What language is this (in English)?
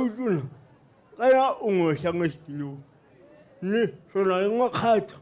Tswana